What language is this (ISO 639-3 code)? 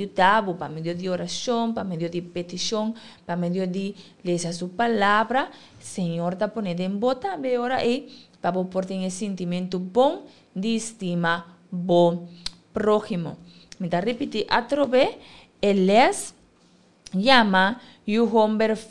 pap